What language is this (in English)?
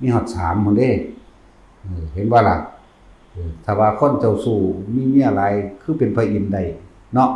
Northeastern Thai